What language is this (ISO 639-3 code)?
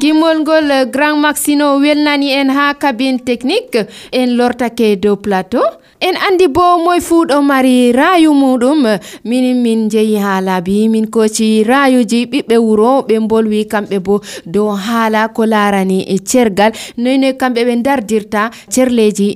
fuv